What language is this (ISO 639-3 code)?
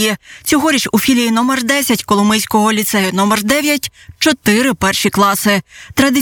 ukr